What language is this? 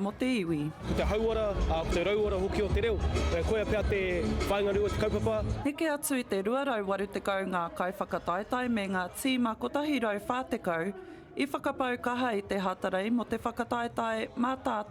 Māori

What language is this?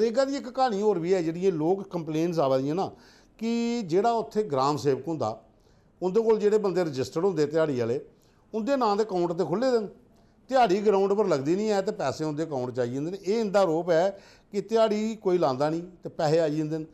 Dogri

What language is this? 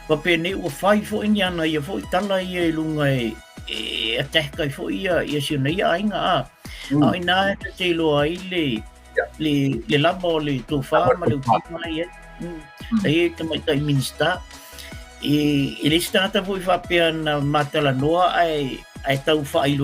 Samoan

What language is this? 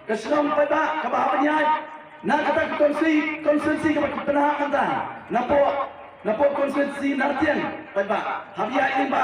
Khasi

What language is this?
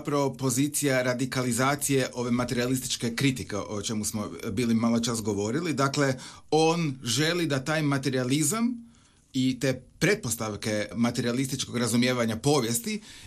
Croatian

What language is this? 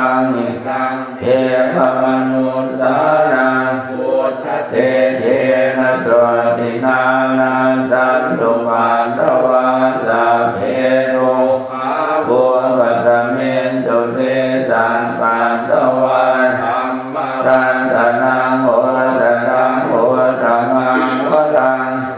Pali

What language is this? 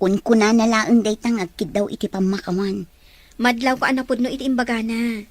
Iloko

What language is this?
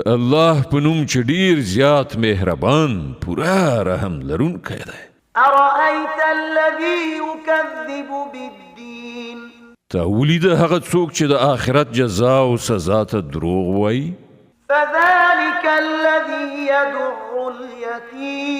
Pashto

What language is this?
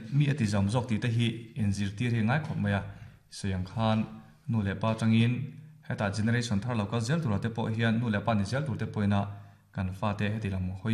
Mizo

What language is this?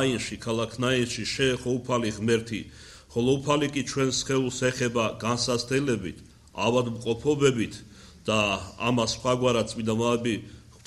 Georgian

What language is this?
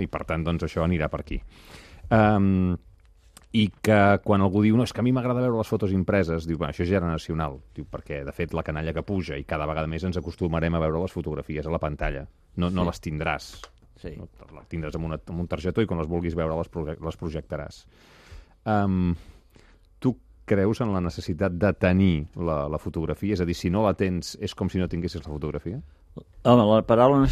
Catalan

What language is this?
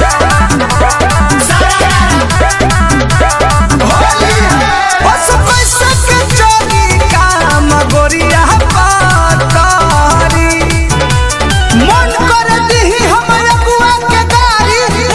Bhojpuri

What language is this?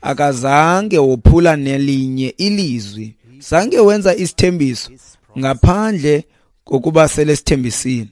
Xhosa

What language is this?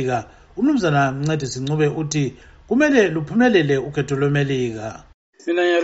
North Ndebele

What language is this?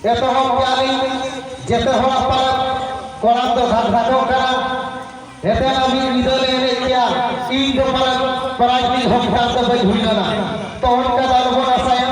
Santali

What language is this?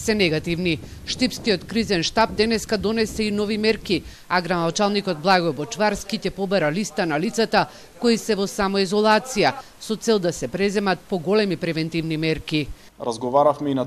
Macedonian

